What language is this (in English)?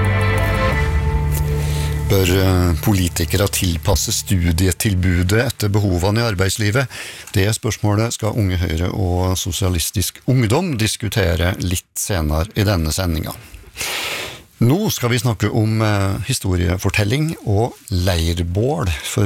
Norwegian